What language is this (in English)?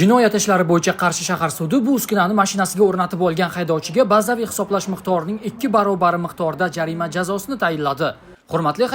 Uzbek